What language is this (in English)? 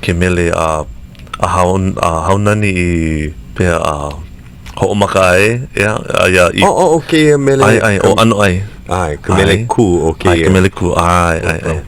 Hawaiian